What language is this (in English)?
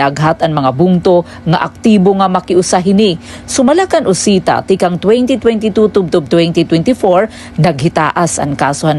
Waray